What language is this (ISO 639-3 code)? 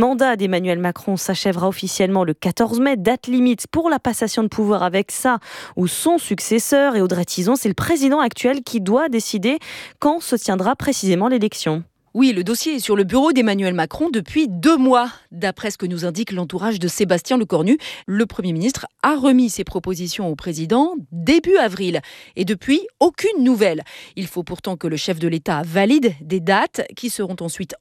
fra